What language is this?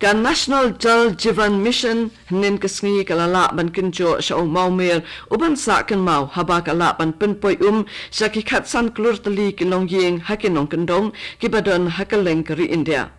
Khasi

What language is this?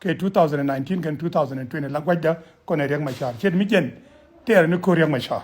Nuer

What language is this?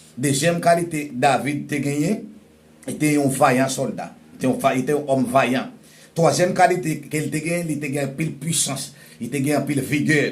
Haitian Creole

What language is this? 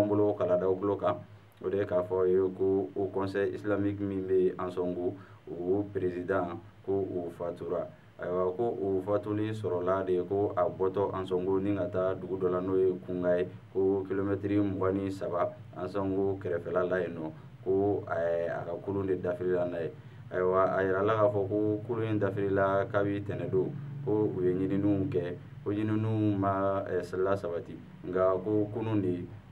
Bambara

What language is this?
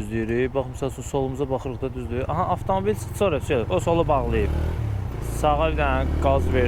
Azerbaijani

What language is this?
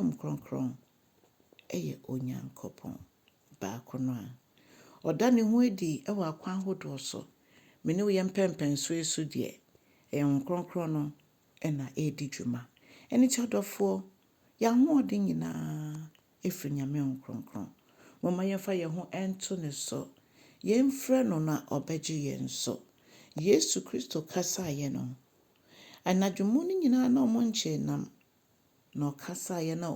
Akan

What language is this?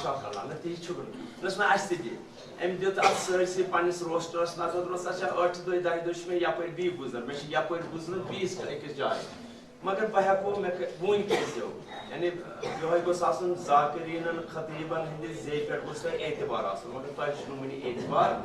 Kashmiri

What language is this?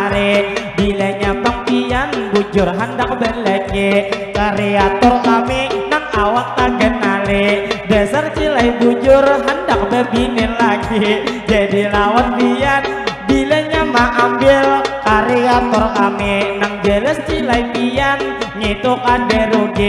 Banjar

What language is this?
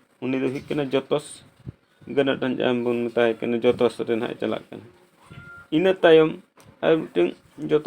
Santali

